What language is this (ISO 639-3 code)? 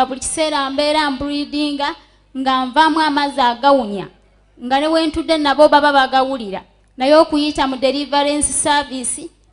lug